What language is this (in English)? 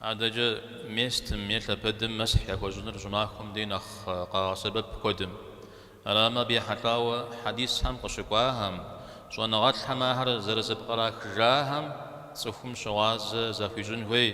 Kabardian